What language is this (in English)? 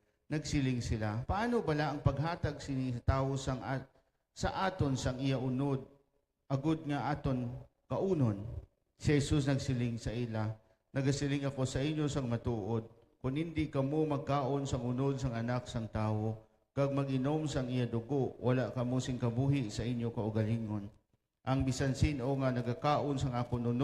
Hiligaynon